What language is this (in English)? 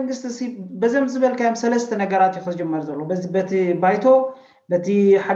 Tigrinya